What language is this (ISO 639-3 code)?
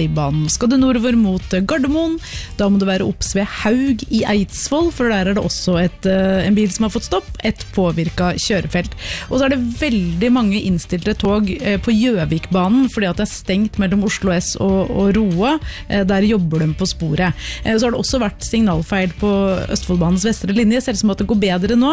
nor